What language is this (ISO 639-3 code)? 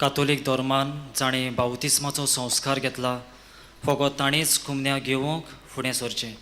kok